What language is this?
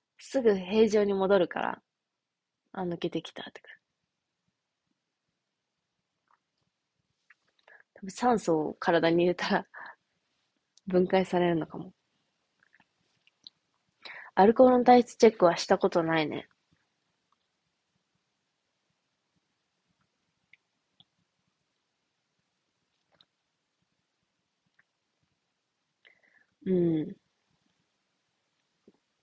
Japanese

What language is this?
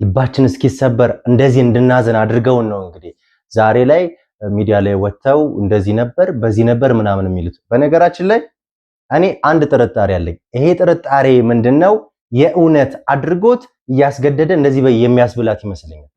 Amharic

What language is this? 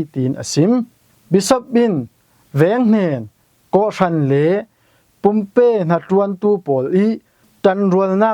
Falam Chin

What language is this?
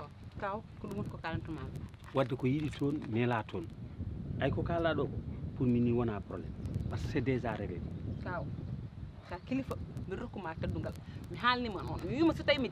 Fula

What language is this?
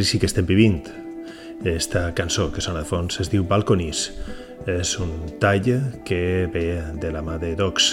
Catalan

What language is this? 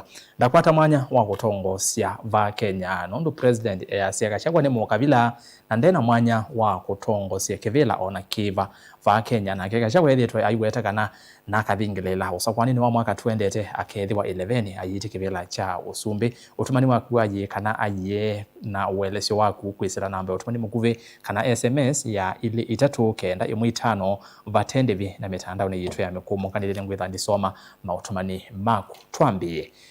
Kamba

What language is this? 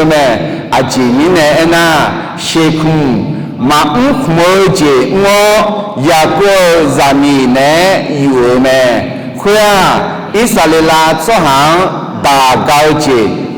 Akha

